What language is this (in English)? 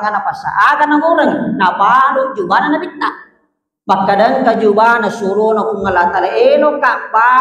Buginese